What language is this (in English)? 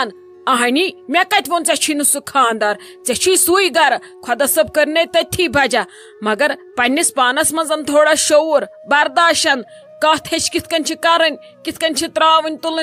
Kashmiri